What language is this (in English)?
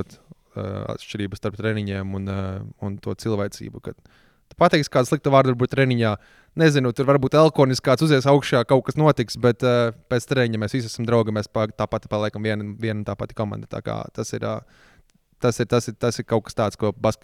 Latvian